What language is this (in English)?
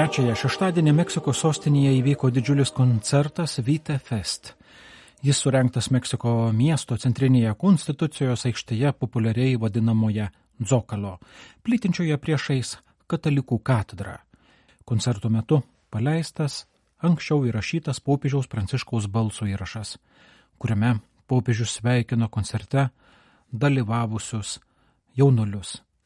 Lithuanian